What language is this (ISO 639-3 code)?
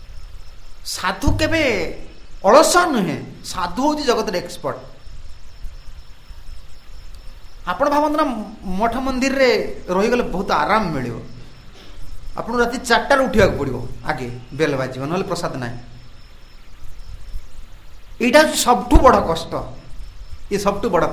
ori